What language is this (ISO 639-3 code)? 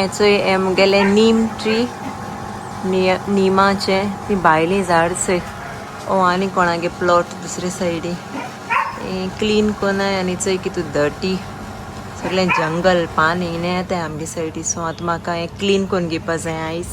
kok